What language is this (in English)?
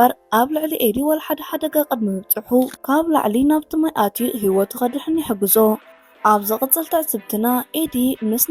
Tigrinya